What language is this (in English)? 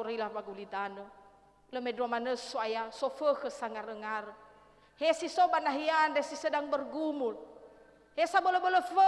Nias